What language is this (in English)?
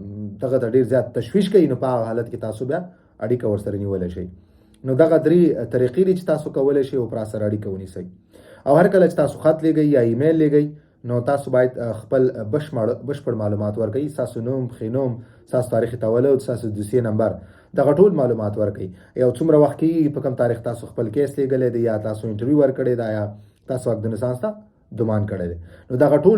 Pashto